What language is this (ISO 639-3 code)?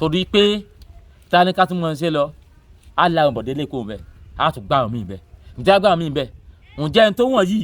yor